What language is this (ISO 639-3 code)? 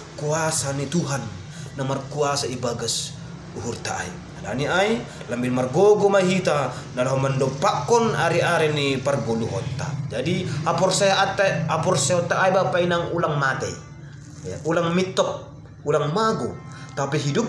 bts